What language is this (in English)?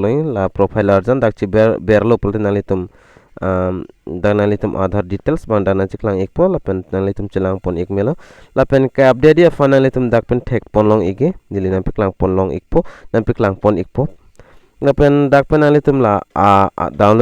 Karbi